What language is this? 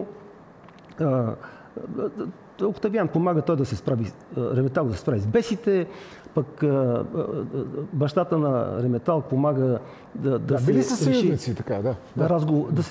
Bulgarian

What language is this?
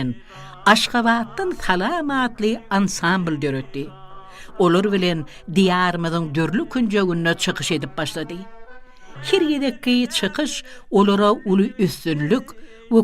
Turkmen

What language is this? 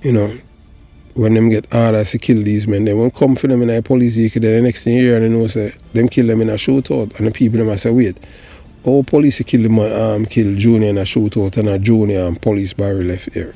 Jamaican Creole English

